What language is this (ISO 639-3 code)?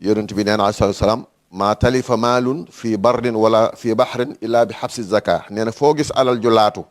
wol